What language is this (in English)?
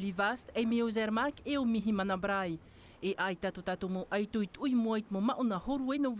Tahitian